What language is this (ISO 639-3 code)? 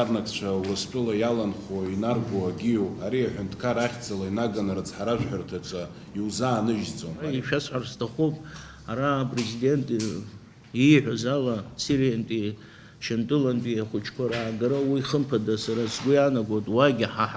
abk